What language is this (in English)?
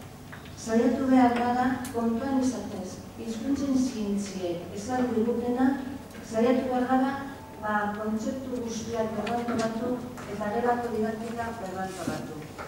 Basque